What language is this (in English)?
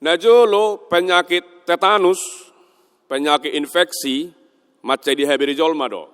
Batak Toba